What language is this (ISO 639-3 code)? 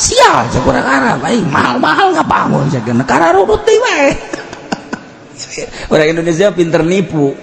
sun